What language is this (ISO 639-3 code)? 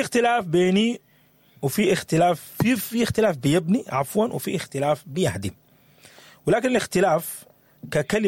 apd